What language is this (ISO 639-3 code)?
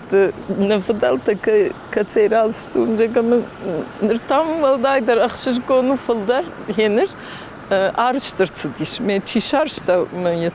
oss